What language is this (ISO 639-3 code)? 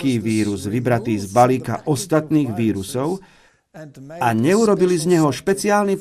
slk